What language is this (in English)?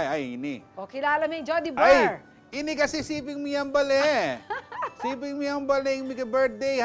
Pampanga